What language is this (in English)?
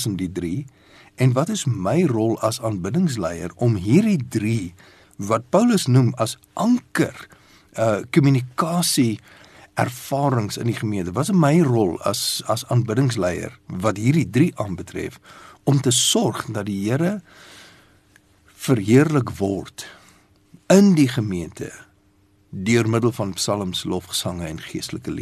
Afrikaans